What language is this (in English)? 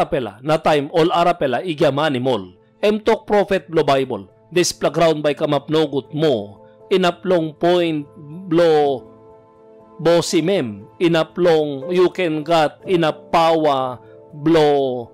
Tok Pisin